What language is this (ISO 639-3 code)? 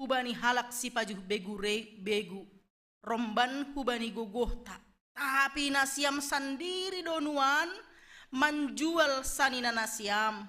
bts